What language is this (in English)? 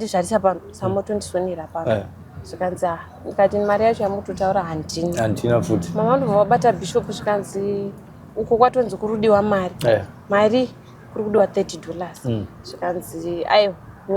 Shona